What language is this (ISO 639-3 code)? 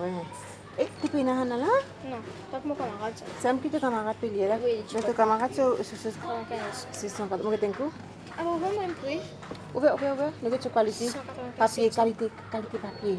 mfe